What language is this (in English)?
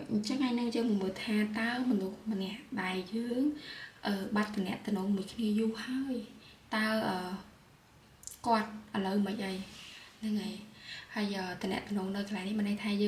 Khmer